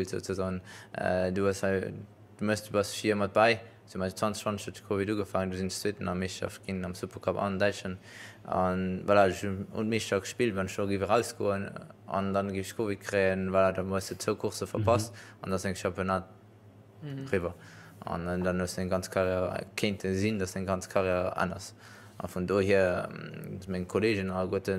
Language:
Luxembourgish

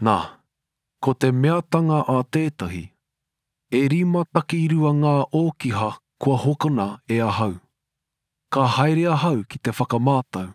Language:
Māori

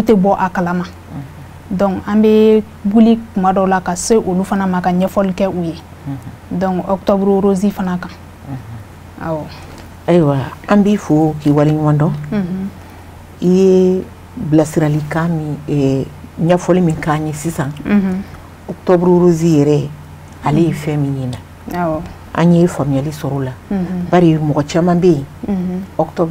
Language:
Bambara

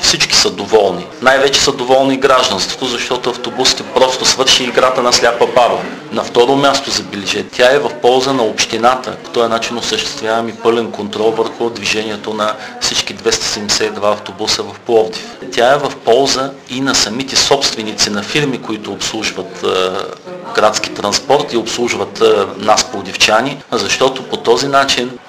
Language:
Bulgarian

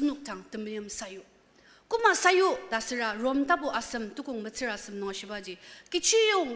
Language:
Ao Naga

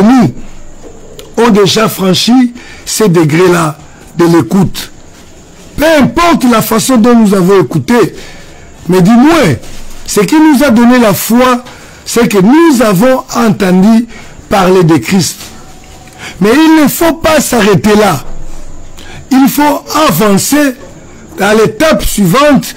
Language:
French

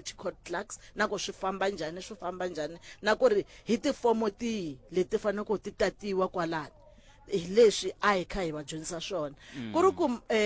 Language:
Tsonga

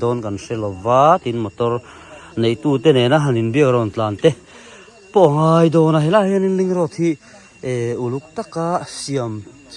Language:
Mizo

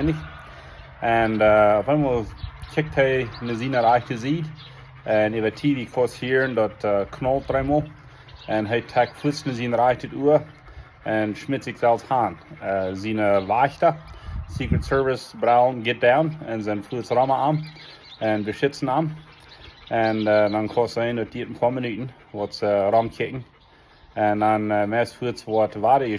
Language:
Plautdietsch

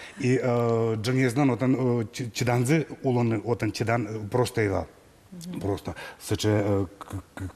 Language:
Udmurt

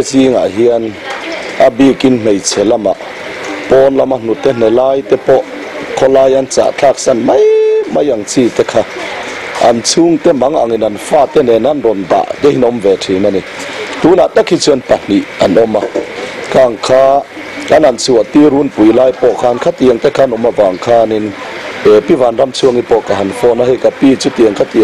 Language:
Mizo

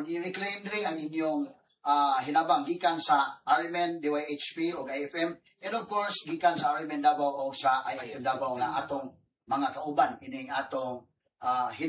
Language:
Cebuano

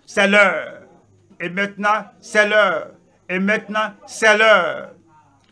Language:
French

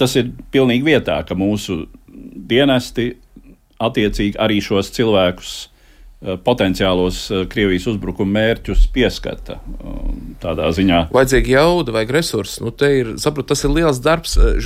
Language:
Latvian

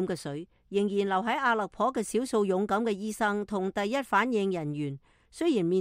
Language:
Cantonese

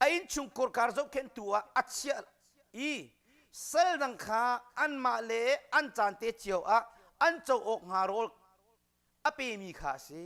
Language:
Hakha Chin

